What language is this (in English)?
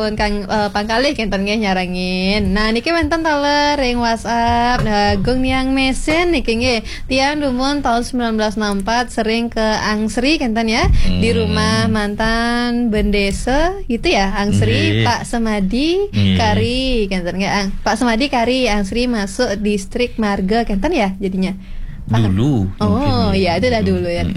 Balinese